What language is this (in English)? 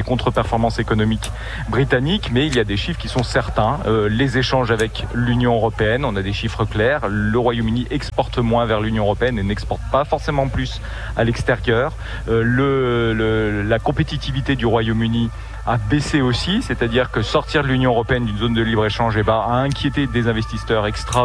French